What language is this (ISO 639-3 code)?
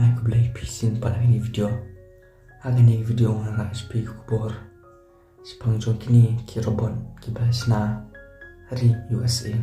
kha